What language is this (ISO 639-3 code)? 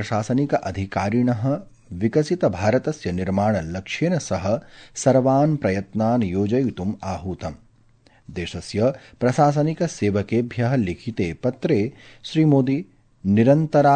san